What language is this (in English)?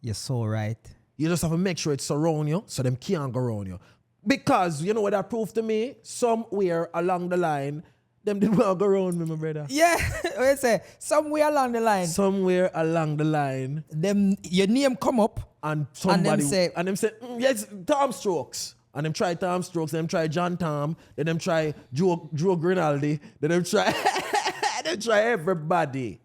Jamaican Creole English